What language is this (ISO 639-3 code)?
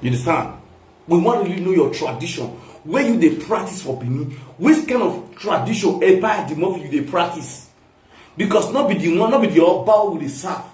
pcm